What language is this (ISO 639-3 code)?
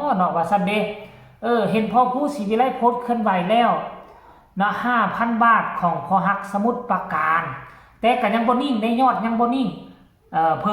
tts